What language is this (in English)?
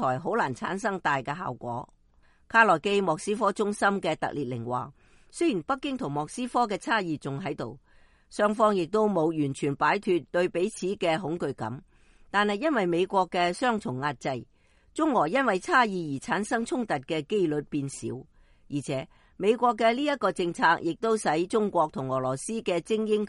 Cantonese